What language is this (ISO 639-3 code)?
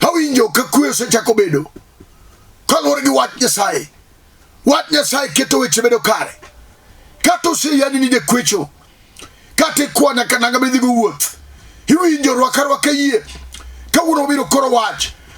luo